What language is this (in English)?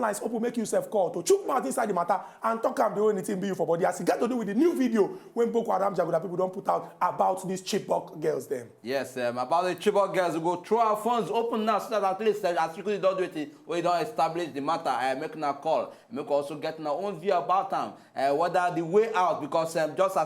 Nigerian Pidgin